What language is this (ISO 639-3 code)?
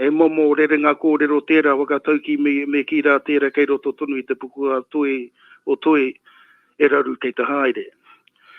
mri